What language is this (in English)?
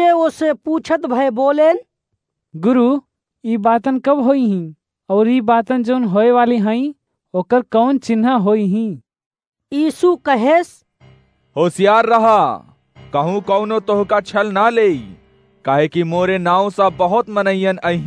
Awadhi